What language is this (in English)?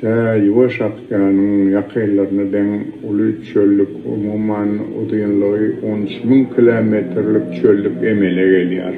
Turkmen